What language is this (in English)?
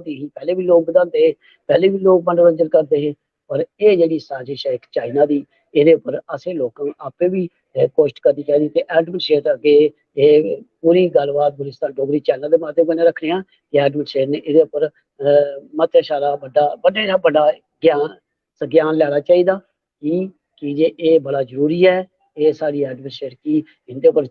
Dogri